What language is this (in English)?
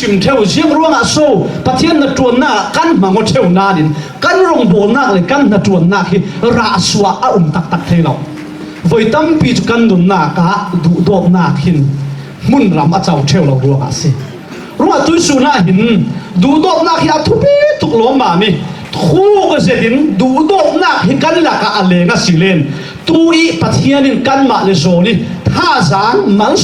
Falam Chin